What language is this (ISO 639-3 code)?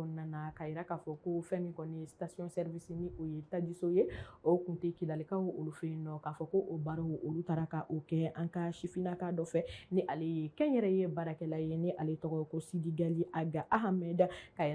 bam